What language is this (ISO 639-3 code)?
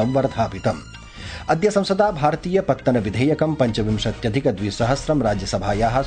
san